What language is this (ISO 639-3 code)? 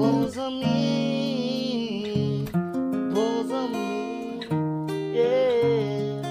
hat